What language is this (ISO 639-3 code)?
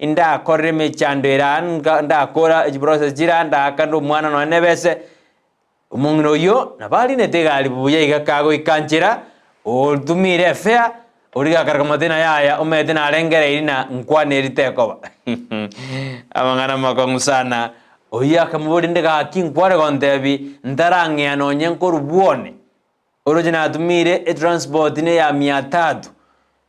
guz